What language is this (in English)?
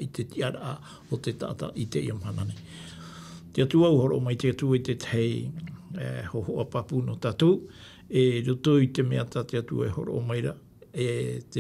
Tahitian